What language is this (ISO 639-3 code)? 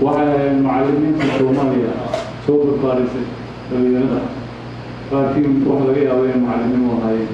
som